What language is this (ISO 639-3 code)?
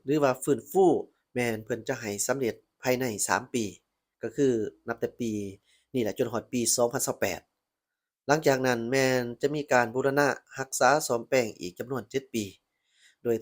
lao